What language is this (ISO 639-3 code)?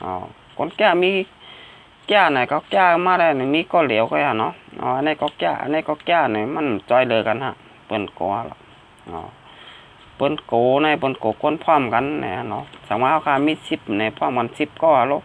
shn